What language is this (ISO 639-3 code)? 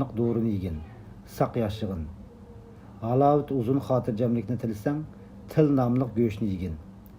uig